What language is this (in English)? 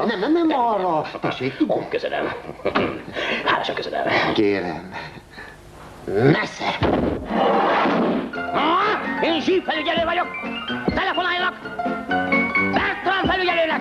Hungarian